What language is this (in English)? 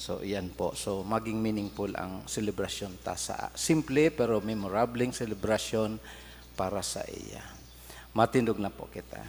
Bikol